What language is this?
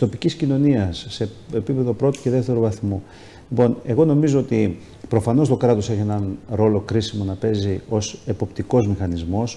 Greek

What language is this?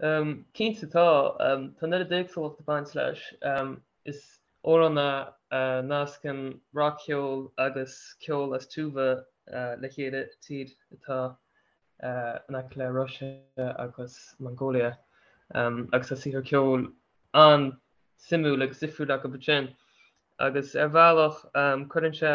Irish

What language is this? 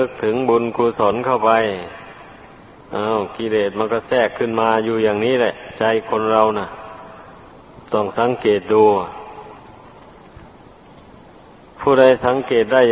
Thai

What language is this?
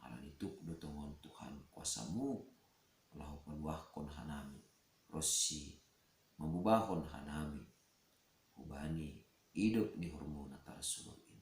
Batak Simalungun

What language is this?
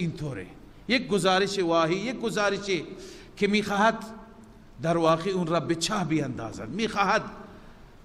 Persian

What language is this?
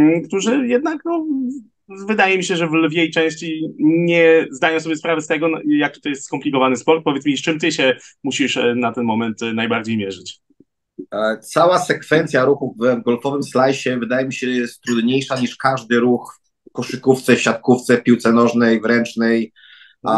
Polish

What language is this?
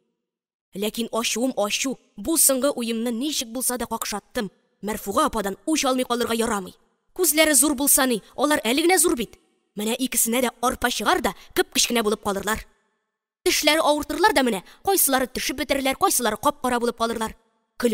Tatar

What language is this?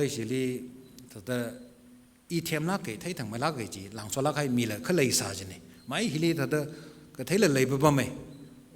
Tangkhul Naga (India)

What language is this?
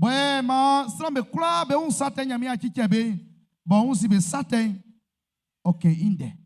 Baoulé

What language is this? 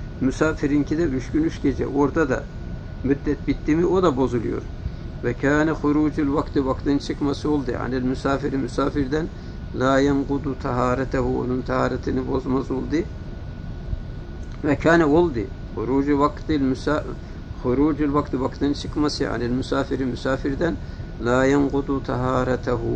Turkish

